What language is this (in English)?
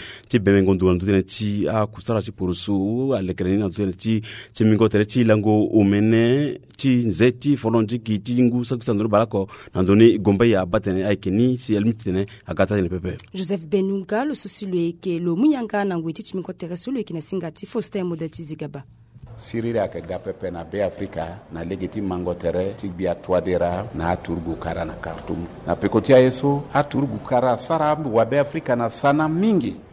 Sango